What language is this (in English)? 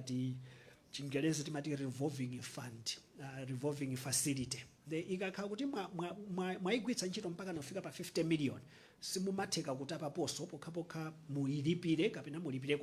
Nyanja